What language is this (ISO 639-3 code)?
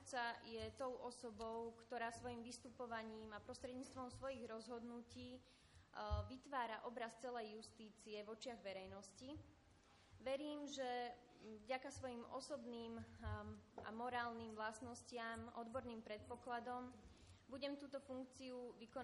slk